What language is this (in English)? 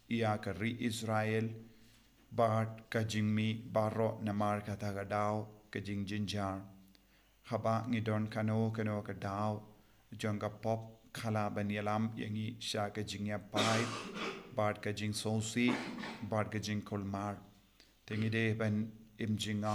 Khasi